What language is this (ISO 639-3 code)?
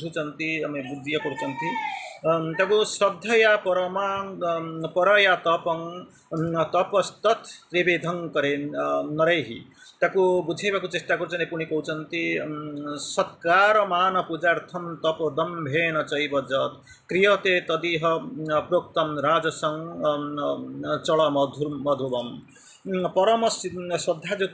ori